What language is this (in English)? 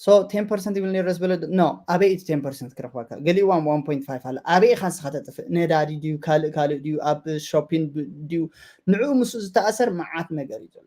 Tigrinya